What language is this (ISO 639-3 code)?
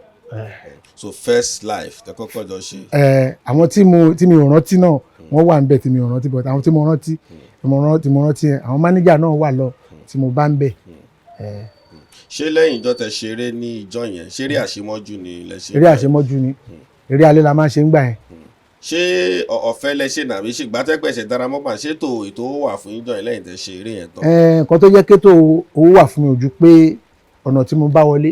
yor